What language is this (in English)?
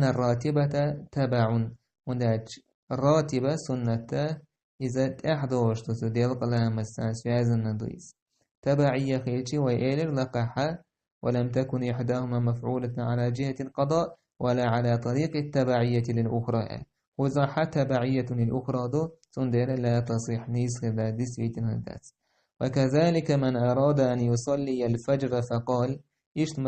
Chechen